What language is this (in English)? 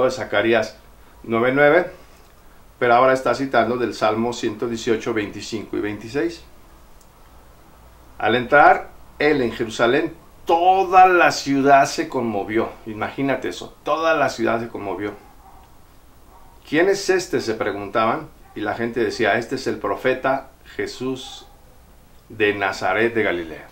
Spanish